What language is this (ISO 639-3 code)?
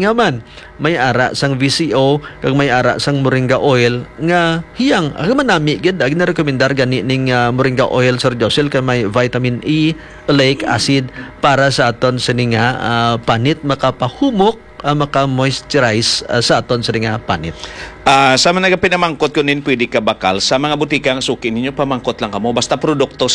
hil